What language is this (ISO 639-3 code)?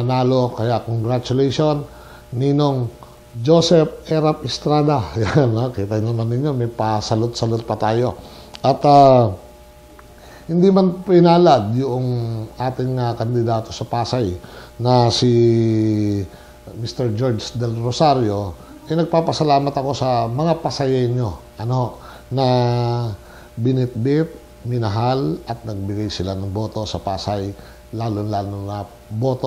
fil